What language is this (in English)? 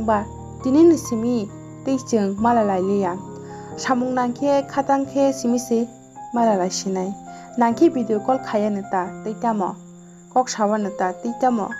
Kok Borok